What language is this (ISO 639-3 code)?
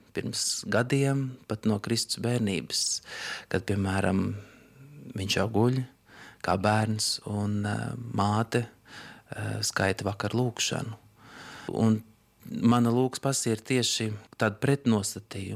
lav